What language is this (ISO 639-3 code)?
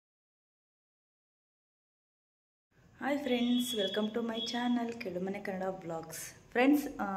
kan